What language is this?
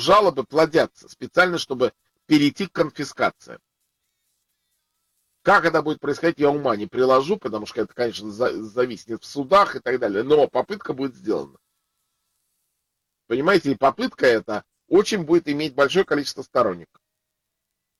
Russian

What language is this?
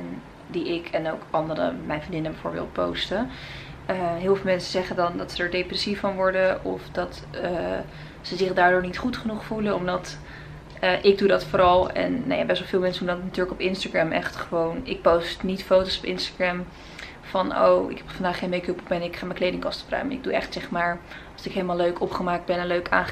Dutch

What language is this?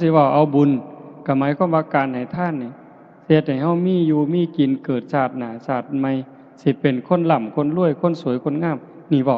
Northeastern Thai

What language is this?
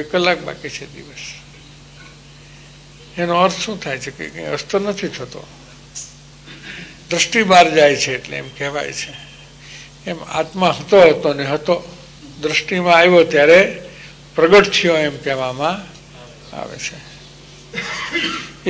Gujarati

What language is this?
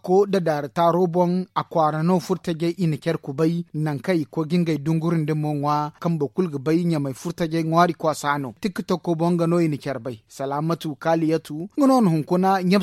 Zarma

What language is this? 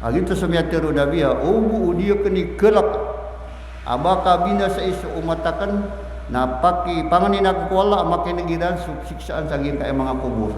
Maranao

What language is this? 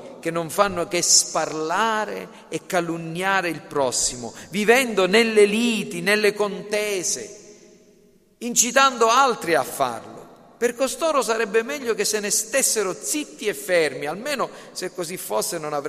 Italian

